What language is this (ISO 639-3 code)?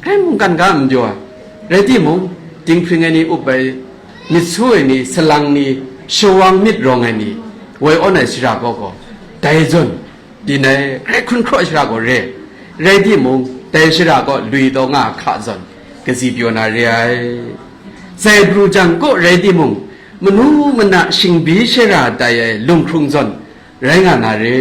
kac